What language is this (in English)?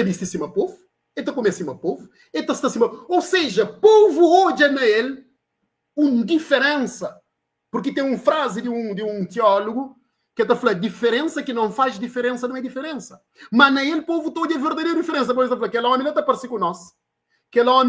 Kabuverdianu